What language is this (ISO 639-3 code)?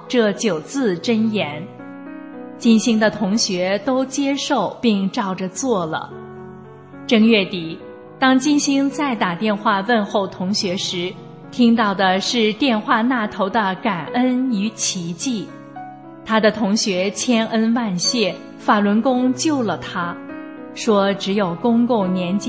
zho